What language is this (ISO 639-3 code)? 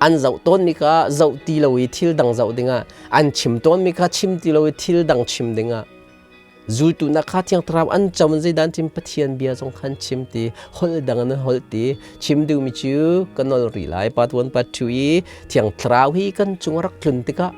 cnh